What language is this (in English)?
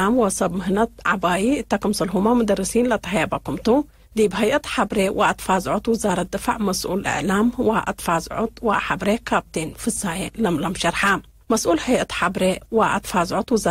Tigre